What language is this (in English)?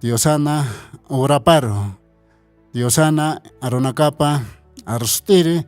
Aymara